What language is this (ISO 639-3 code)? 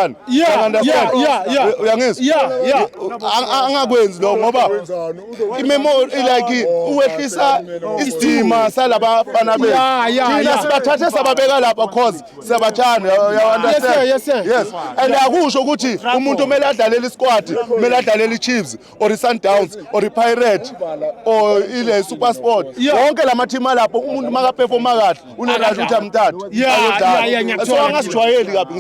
zul